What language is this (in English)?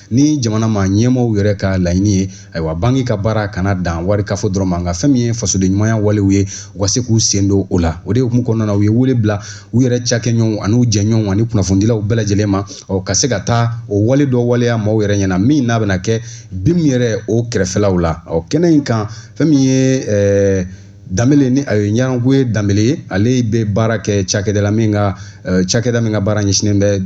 Bambara